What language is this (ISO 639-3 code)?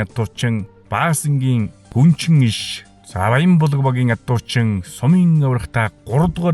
mon